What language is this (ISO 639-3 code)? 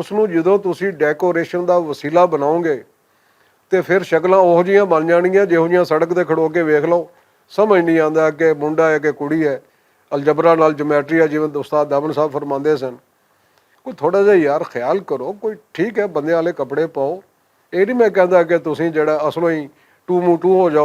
lah